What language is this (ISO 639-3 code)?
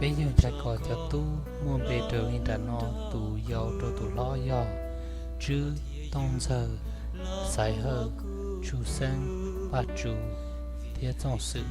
hmn